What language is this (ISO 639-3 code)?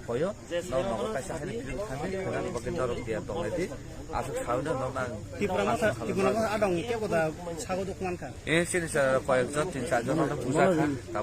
trp